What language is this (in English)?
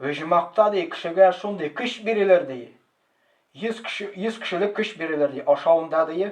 Tatar